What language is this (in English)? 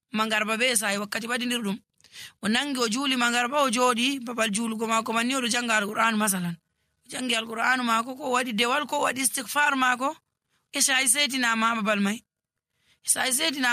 Nigerian Fulfulde